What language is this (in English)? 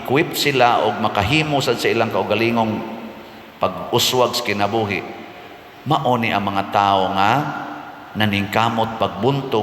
Cebuano